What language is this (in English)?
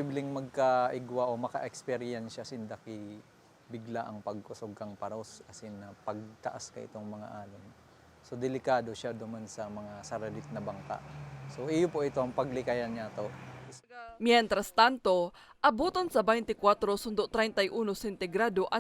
Bikol